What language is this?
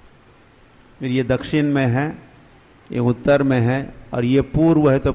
Hindi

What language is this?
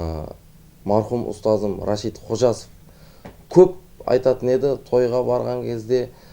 Kara-Kalpak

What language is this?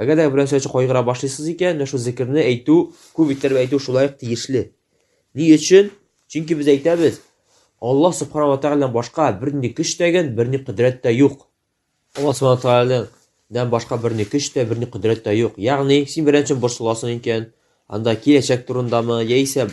Tatar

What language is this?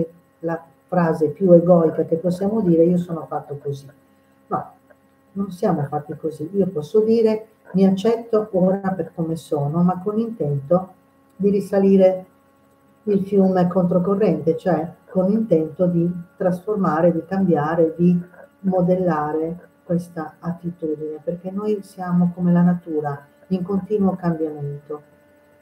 Italian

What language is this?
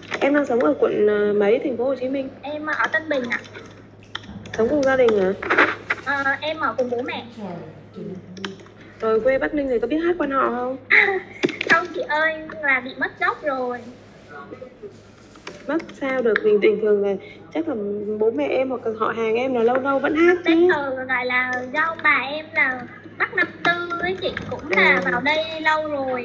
Vietnamese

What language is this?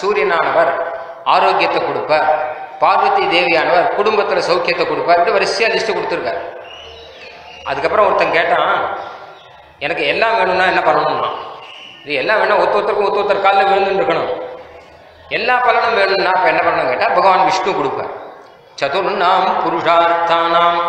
Tamil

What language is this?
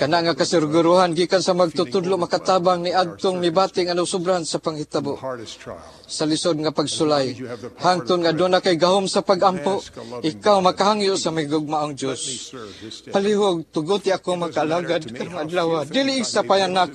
Cebuano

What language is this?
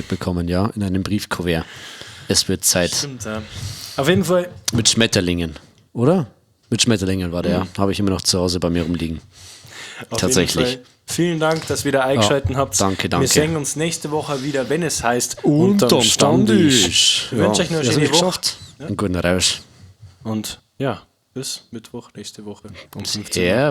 Bavarian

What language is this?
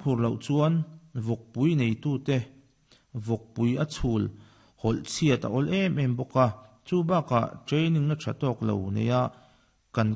Mizo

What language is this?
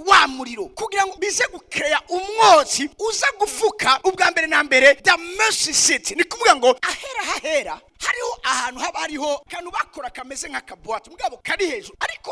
Rundi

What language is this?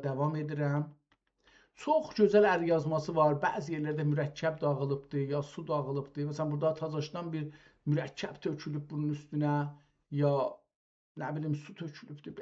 South Azerbaijani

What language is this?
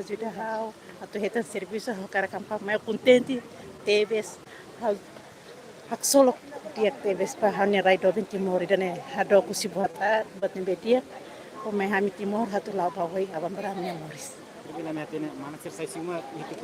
Tetum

